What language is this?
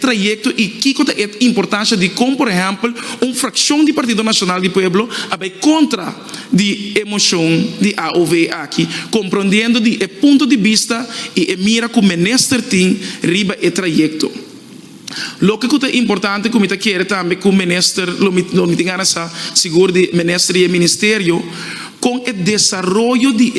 Papiamento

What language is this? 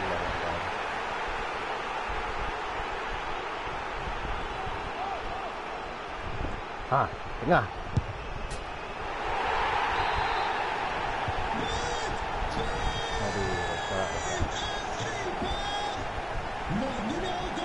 Malay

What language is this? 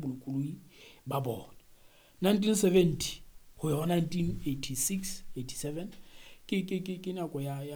Southern Sotho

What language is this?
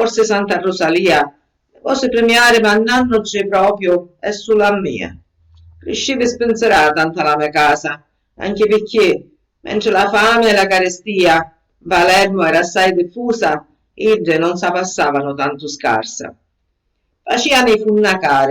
Sicilian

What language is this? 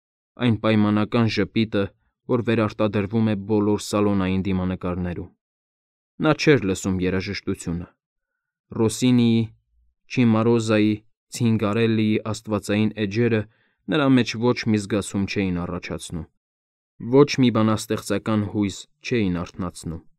Armenian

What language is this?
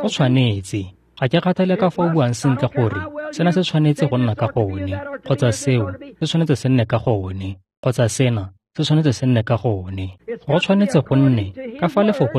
Tswana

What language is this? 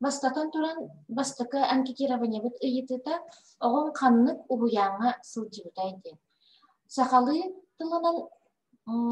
Yakut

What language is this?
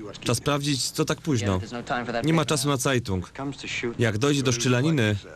Silesian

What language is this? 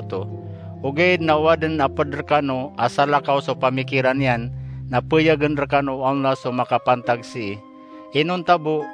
Maranao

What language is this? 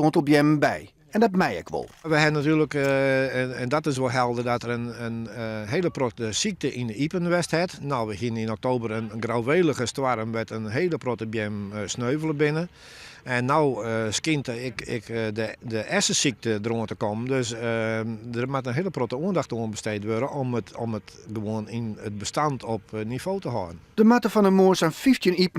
Western Frisian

